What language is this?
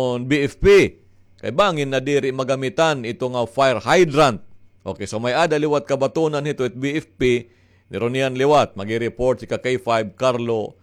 Waray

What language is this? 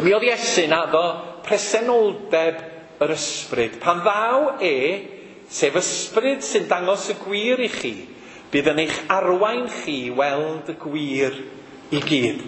Welsh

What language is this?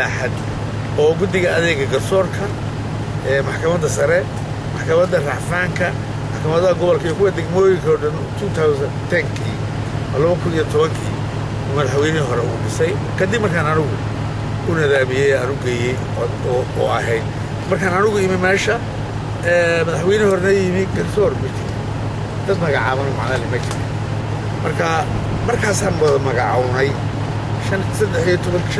Somali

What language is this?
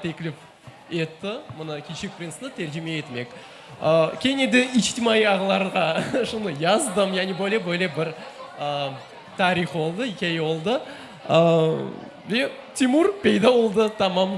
Crimean Tatar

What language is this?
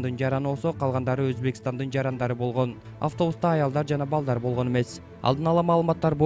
Kyrgyz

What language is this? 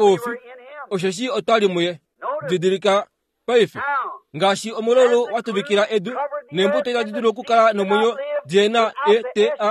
Kuanyama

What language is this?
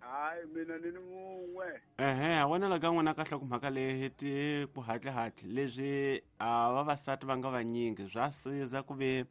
Tsonga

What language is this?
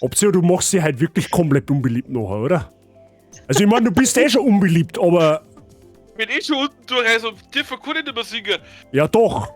Bavarian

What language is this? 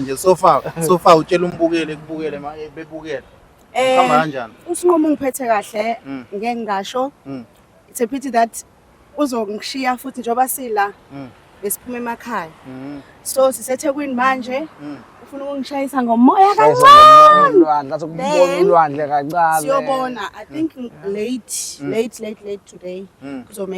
Zulu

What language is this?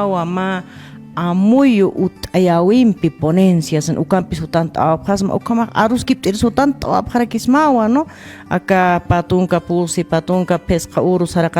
Aymara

